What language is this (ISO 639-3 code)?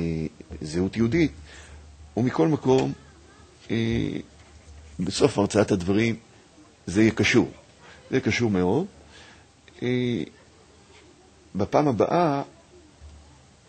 heb